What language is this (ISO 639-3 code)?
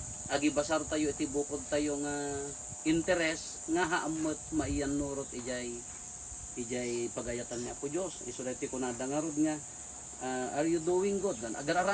ilo